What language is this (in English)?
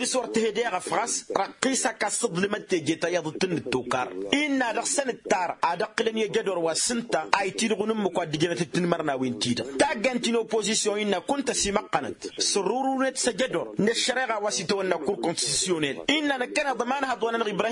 Tamasheq